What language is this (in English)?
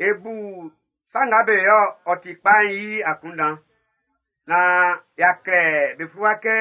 Baoulé